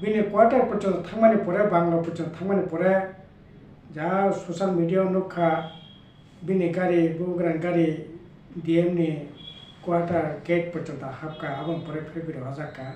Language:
Kok Borok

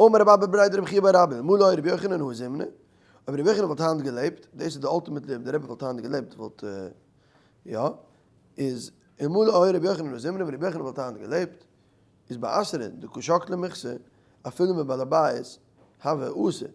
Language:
Yiddish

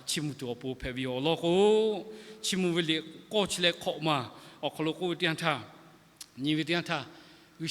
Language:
Lahu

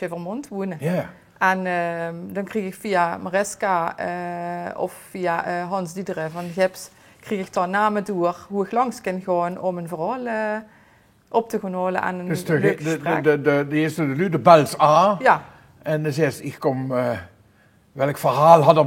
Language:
Limburgish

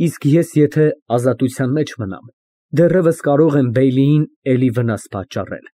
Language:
Armenian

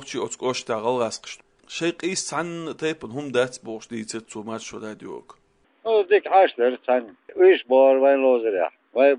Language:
Chechen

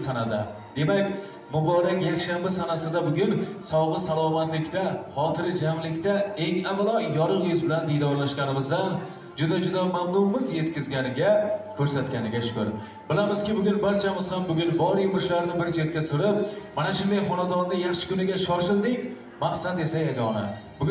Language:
Uzbek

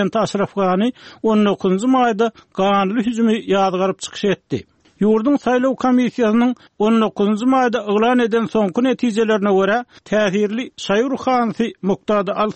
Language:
Turkmen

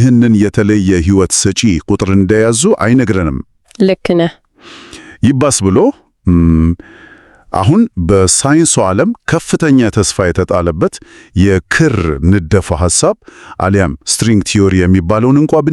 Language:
Amharic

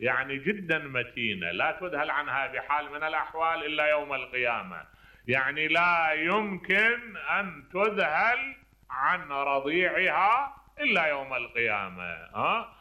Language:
Mesopotamian Arabic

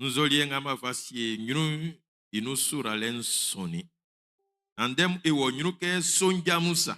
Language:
Baoulé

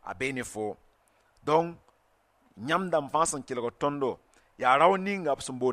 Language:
Mossi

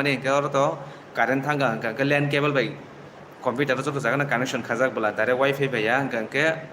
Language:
Kok Borok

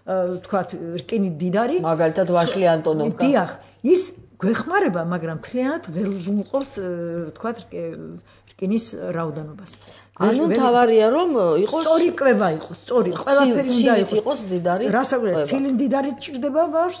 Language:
Georgian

